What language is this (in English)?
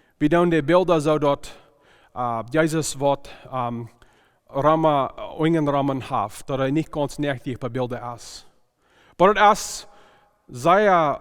Plautdietsch